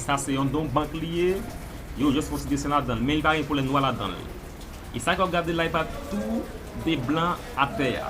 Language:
Haitian Creole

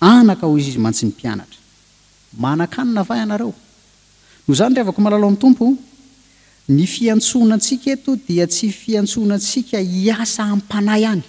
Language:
Malagasy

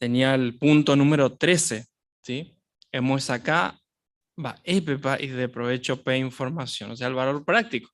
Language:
Guarani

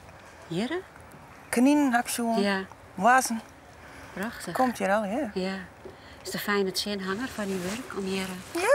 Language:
Western Frisian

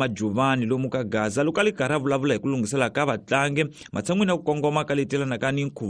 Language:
Tsonga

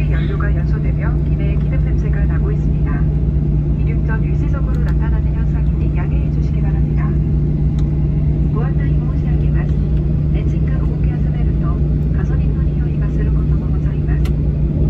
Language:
Korean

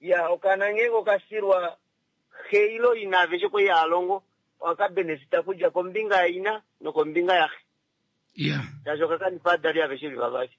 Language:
Kuanyama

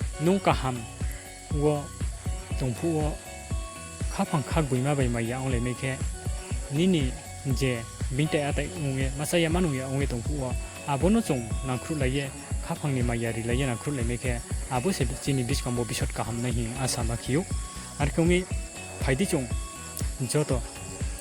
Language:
Riang (India)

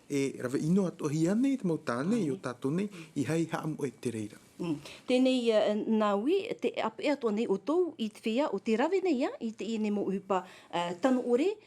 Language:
Tahitian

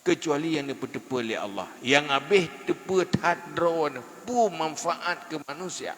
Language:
Achinese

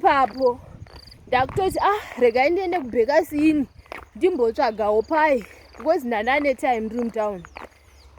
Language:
Shona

